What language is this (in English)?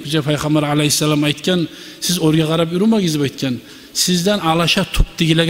Kumyk